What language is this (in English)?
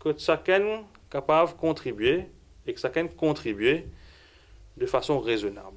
Morisyen